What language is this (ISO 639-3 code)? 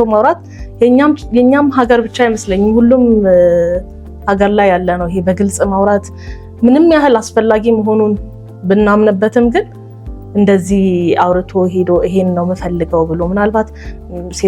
amh